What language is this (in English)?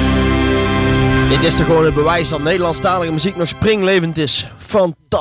Dutch